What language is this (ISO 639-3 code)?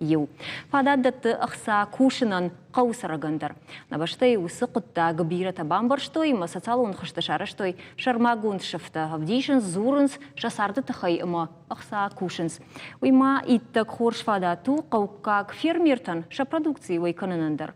oss